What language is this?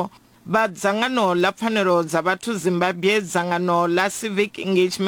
Venda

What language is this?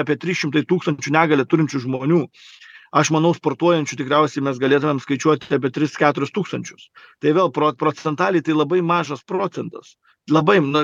Lithuanian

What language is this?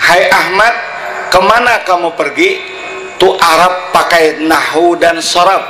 Banjar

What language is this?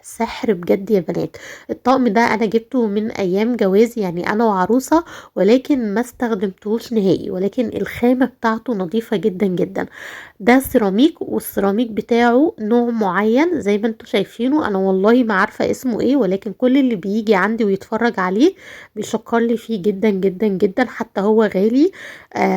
Egyptian Arabic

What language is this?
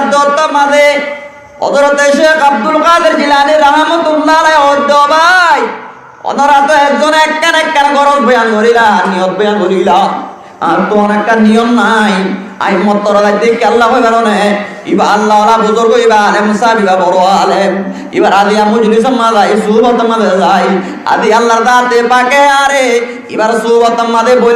Rohingya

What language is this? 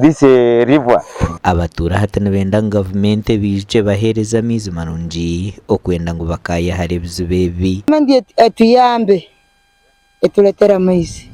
Nyankole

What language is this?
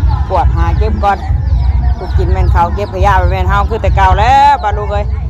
Northeastern Thai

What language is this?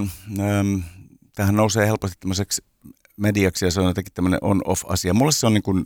Finnish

